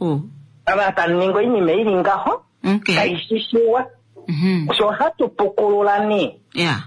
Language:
Kuanyama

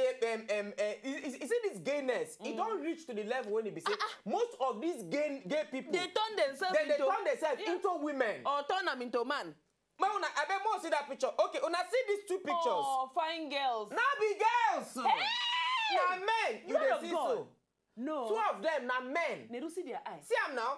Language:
Nigerian Pidgin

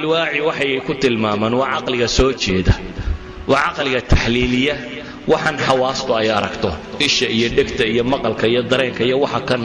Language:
Somali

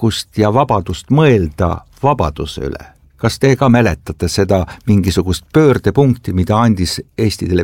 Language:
Estonian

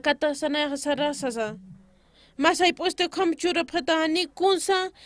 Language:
Aymara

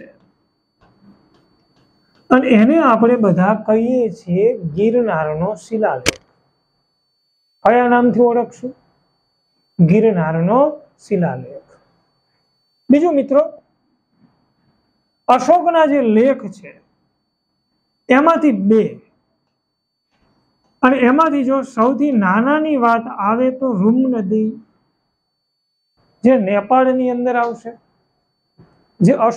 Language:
Gujarati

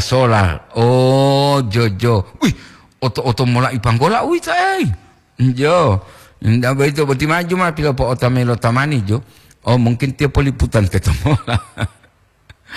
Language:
Gorontalo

